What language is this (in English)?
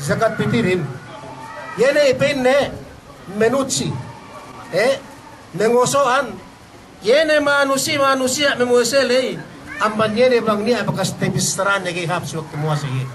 Yakan